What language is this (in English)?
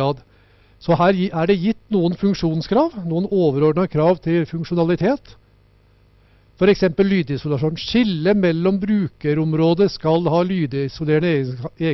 Norwegian